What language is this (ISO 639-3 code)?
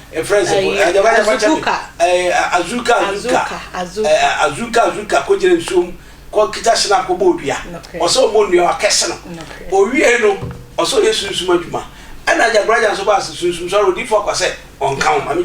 aka